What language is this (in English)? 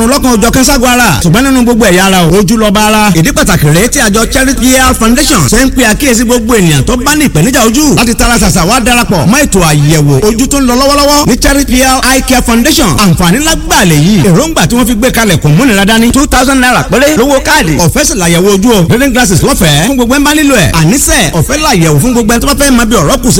Yoruba